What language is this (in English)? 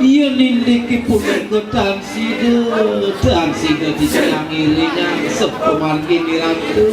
Balinese